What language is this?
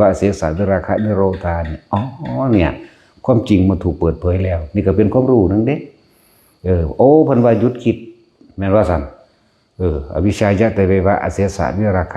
Northeastern Thai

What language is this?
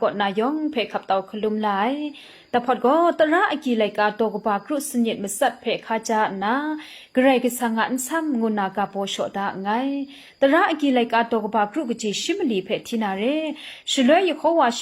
Kachin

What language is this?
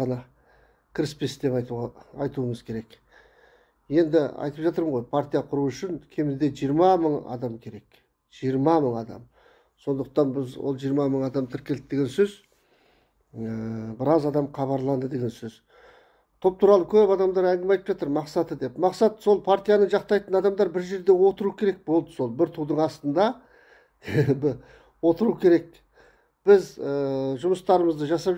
Kazakh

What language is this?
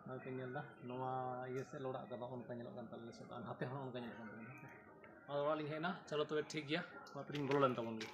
Santali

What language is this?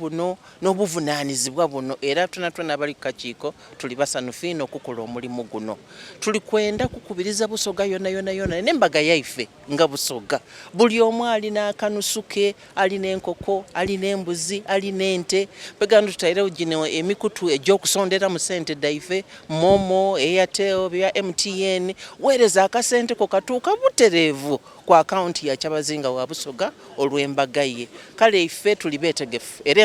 Soga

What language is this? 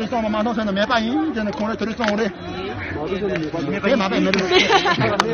Tibetan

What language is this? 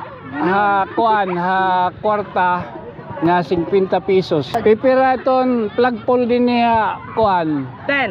Waray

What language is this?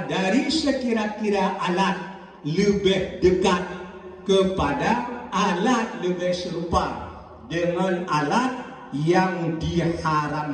Malay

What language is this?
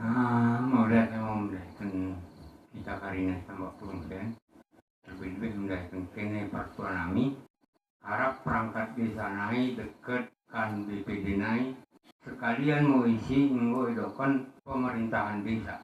Batak Dairi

